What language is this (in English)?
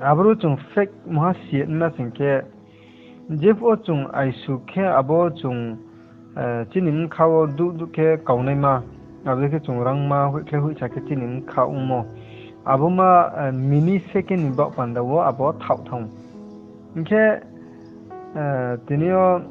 Riang (India)